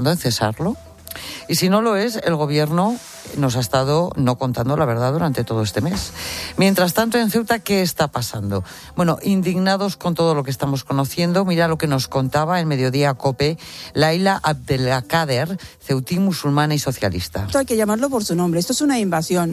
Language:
Spanish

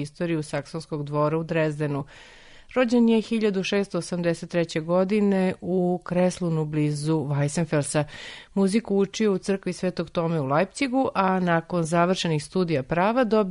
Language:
Serbian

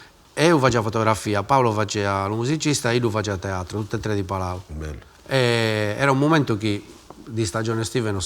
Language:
Sardinian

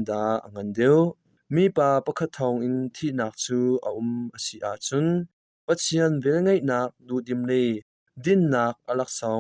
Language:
Hakha Chin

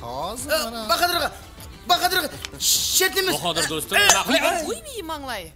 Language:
Kara-Kalpak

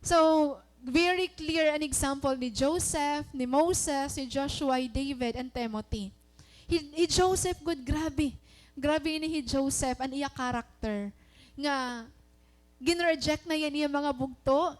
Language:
Waray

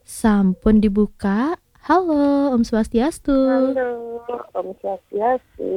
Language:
Balinese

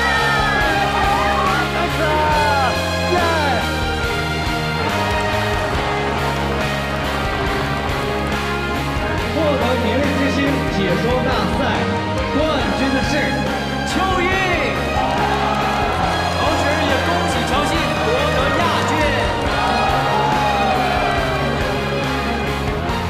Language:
Chinese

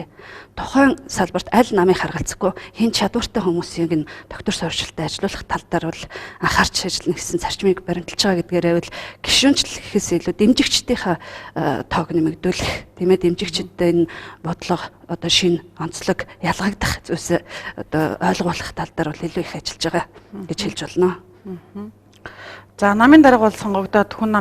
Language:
Mongolian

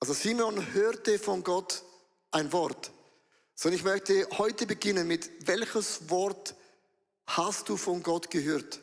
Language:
Swiss German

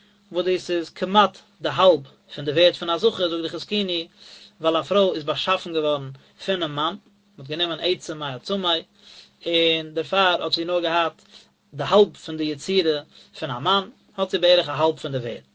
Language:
Yiddish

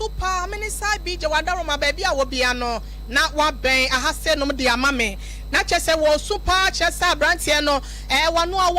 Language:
Akan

